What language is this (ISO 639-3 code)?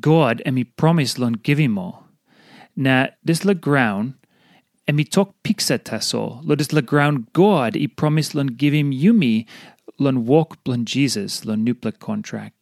tpi